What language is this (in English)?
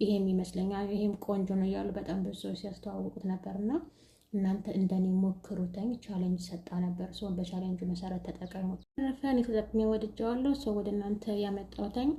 Amharic